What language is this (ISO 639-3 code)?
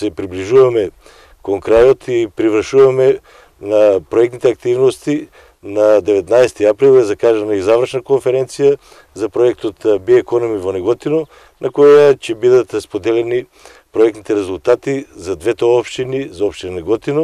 mkd